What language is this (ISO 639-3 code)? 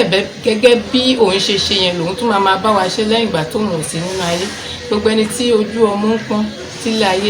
yor